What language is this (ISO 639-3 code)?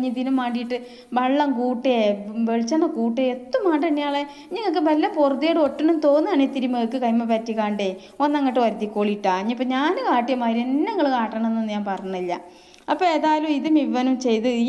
mal